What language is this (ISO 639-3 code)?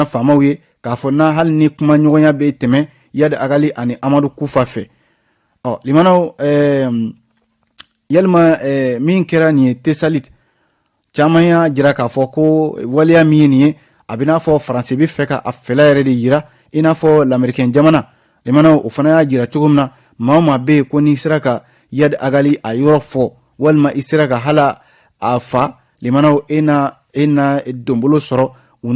bam